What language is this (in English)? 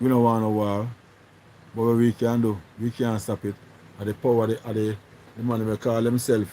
Jamaican Creole English